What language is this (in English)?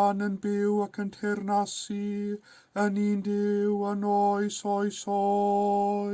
Welsh